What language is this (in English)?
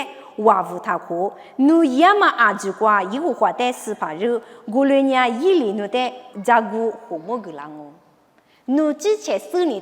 Lisu